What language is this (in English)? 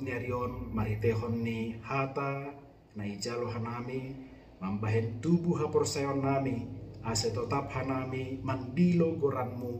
Batak Simalungun